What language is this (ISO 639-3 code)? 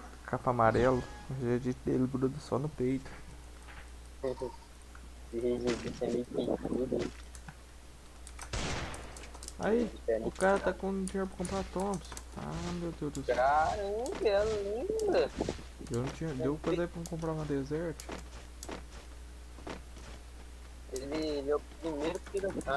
por